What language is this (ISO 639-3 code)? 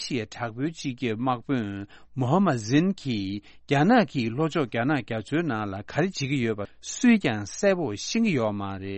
bod